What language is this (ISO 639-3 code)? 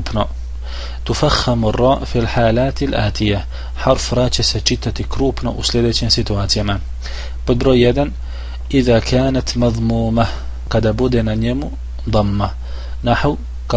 bos